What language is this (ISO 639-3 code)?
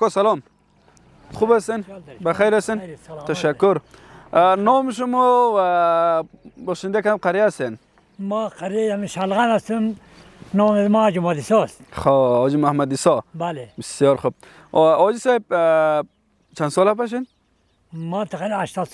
fas